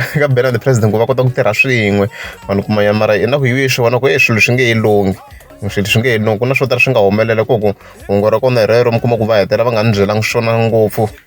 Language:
Tsonga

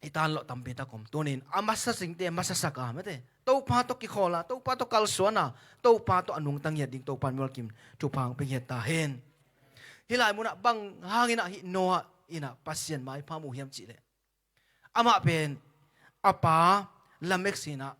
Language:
Tedim Chin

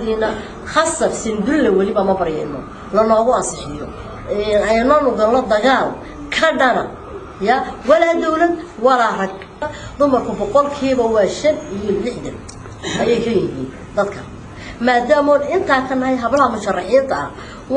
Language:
Somali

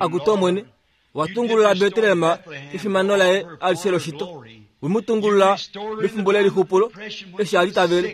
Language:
Kuanyama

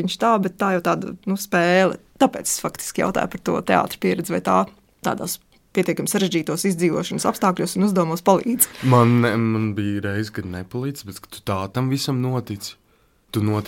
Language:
Latvian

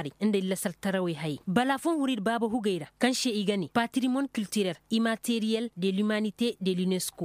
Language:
Koyraboro Senni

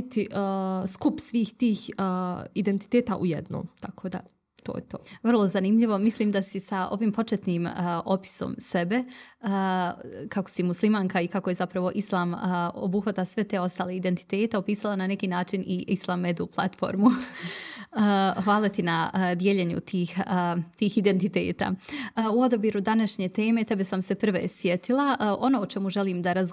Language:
Bosnian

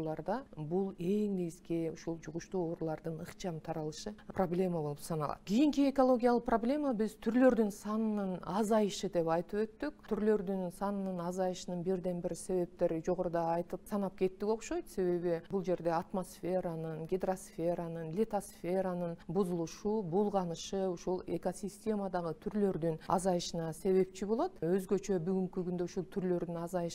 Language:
Kyrgyz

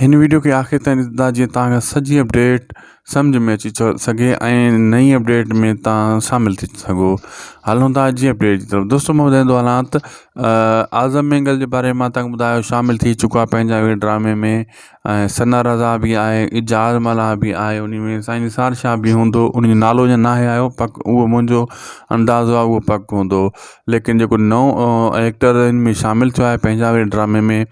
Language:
Sindhi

